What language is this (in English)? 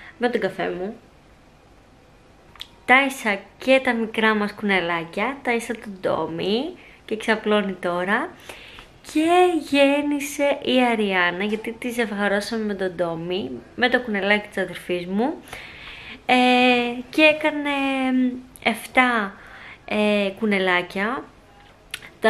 Greek